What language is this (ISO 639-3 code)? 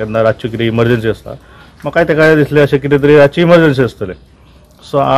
kok